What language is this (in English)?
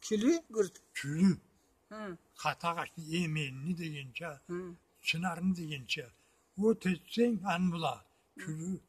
Karachay-Balkar